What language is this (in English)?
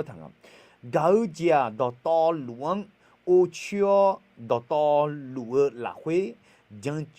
Akha